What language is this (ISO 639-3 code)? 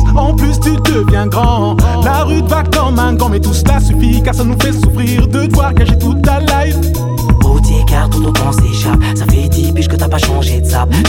fra